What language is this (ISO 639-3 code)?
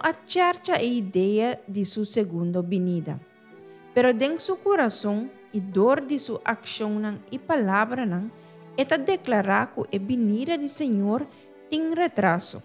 pap